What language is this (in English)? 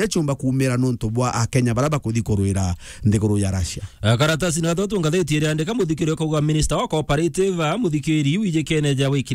Meru